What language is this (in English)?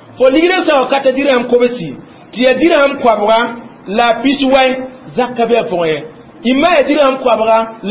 Mossi